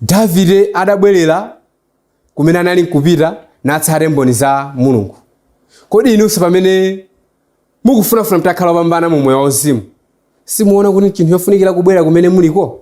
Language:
Nyanja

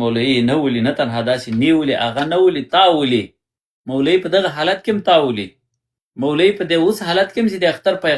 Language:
Pashto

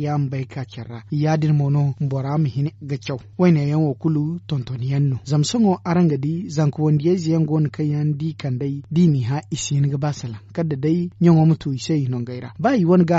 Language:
Zarma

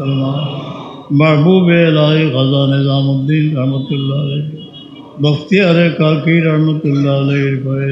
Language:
Sylheti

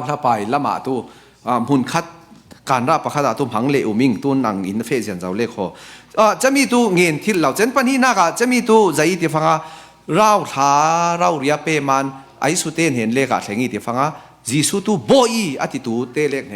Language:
Falam Chin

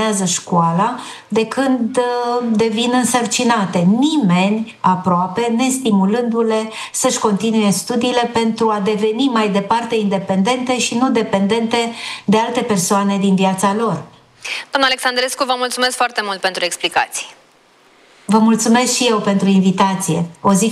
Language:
Romanian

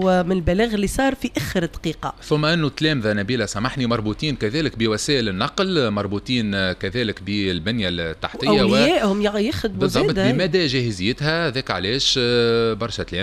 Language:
Tunisian Arabic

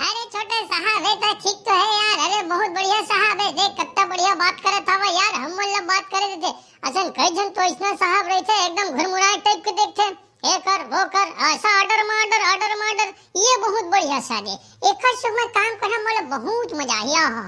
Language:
Chhattisgarhi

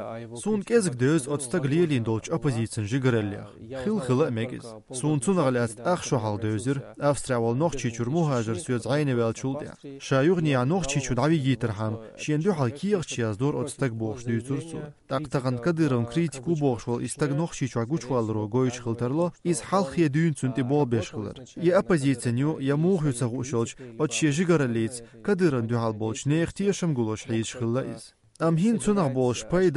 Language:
Chechen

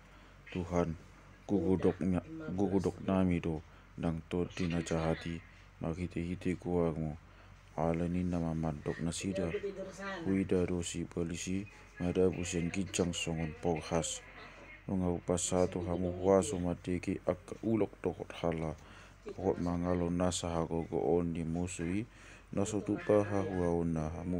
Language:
Batak Toba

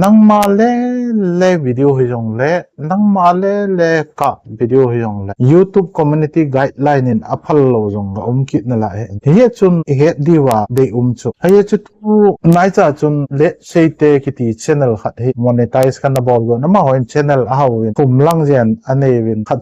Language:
Thado Chin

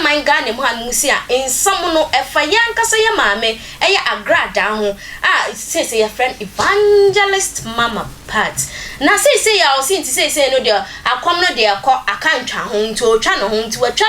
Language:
Akan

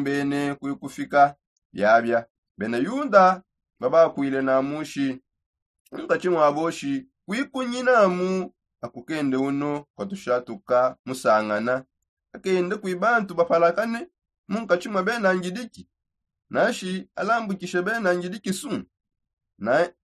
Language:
Songe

